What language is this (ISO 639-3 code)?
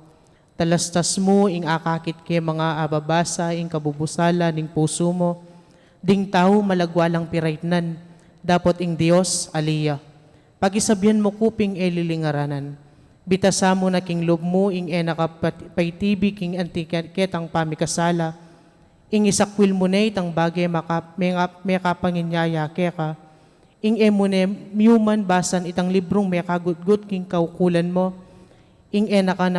pam